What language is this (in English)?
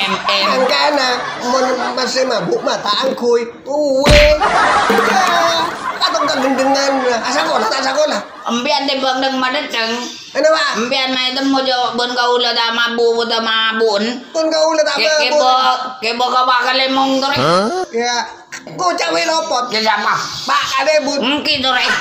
Madurese